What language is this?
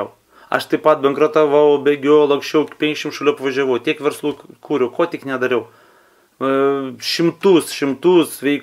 Lithuanian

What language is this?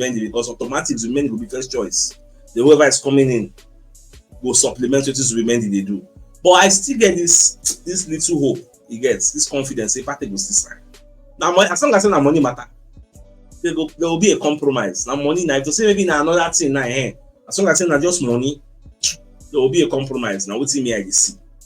Nigerian Pidgin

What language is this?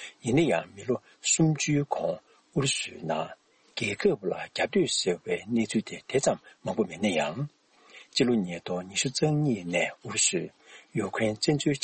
Tibetan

